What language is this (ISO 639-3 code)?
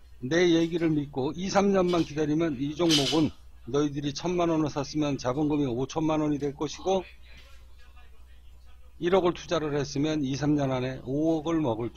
kor